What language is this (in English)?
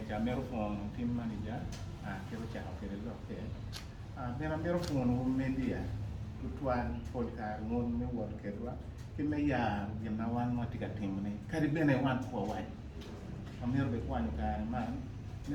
Acoli